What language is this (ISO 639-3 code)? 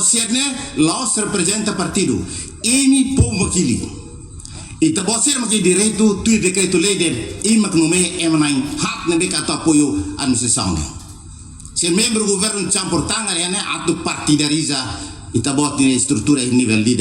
tet